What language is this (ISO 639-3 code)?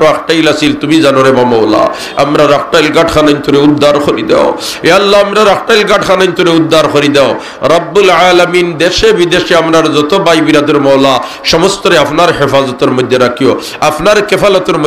syl